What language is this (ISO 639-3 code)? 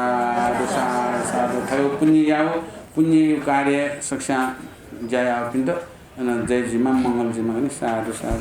new